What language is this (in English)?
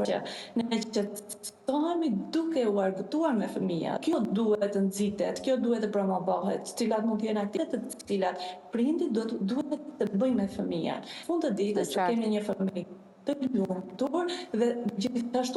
Albanian